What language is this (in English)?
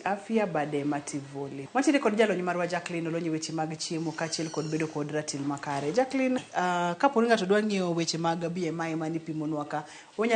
Luo (Kenya and Tanzania)